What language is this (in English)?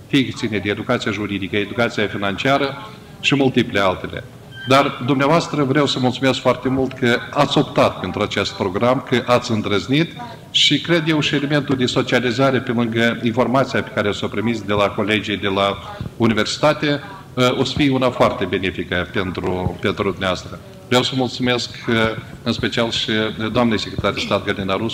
Romanian